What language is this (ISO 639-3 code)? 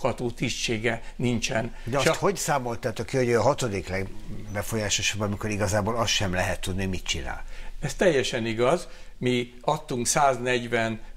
hun